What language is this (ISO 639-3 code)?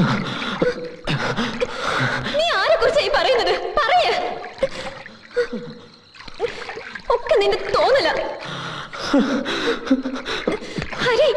mal